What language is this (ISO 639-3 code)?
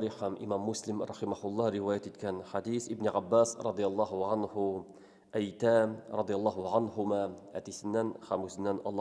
tat